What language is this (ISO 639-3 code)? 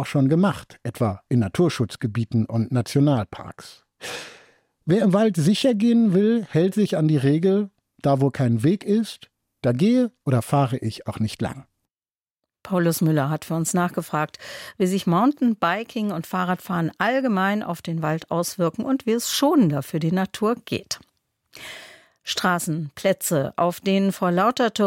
deu